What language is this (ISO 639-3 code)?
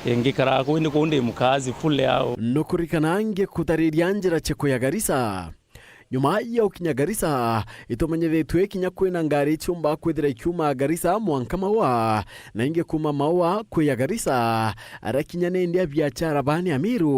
mer